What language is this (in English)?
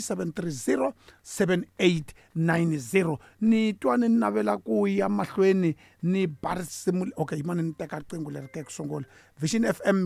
Tsonga